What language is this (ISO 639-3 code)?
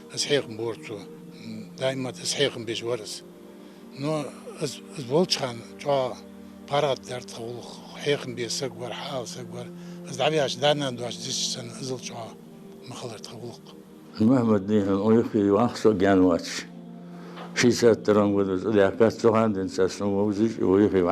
inh